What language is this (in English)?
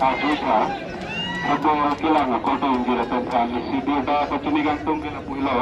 Karbi